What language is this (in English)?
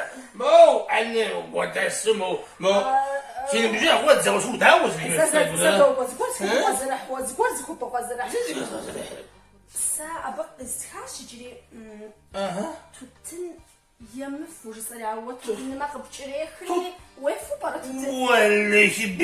Kabardian